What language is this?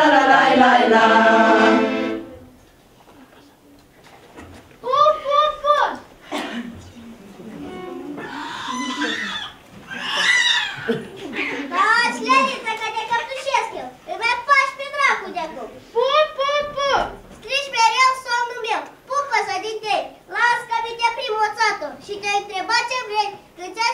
Romanian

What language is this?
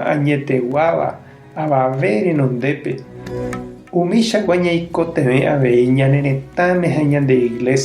Guarani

